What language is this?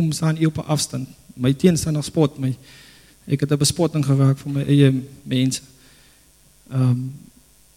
Afrikaans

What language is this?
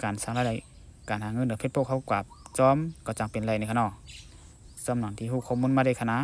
Shan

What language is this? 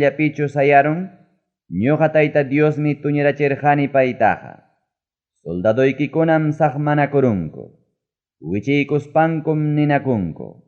Ayacucho Quechua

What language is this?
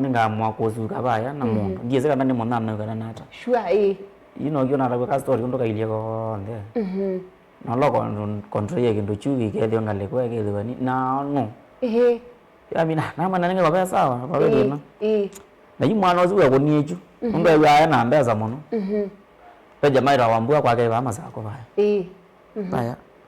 Kamba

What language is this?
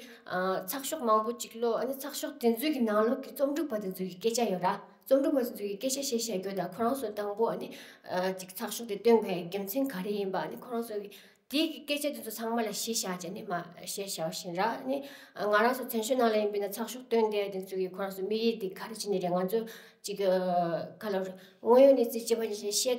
Tibetan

